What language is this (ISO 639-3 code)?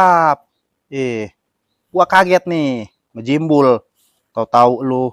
bew